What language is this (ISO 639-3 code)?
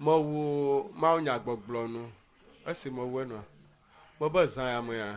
ewe